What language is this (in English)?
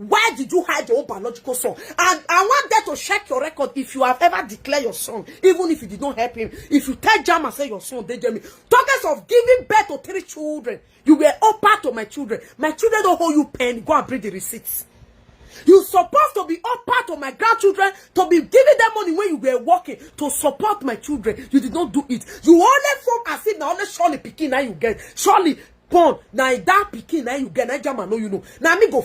Nigerian Pidgin